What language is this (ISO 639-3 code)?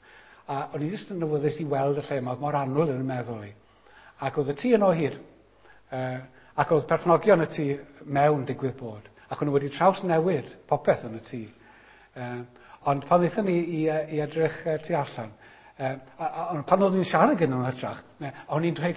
cym